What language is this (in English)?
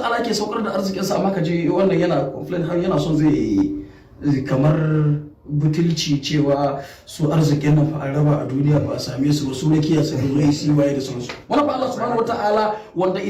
Hausa